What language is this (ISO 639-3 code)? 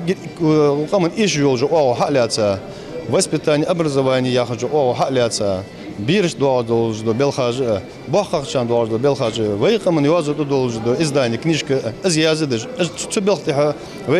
inh